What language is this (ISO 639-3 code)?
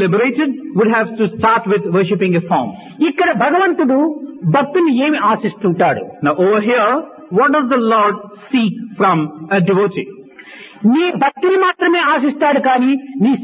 tel